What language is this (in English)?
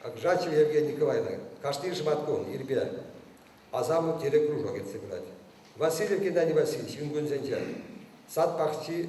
Chuvash